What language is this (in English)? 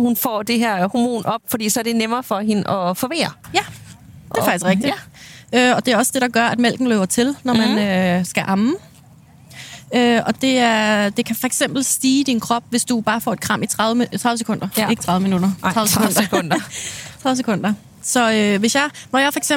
Danish